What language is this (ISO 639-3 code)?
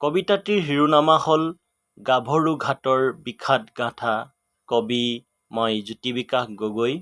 asm